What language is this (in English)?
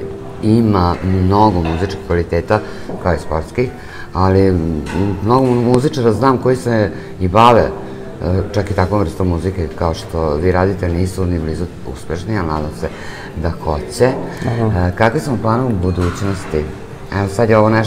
Serbian